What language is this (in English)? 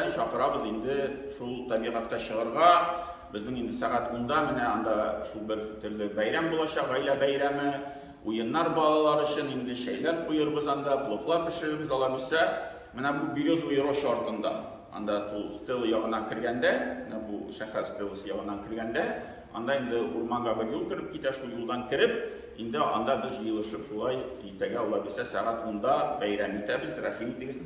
Tatar